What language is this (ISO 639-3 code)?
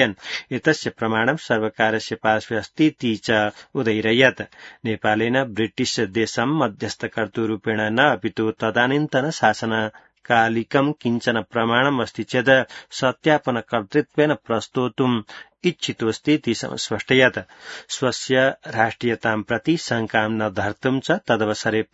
san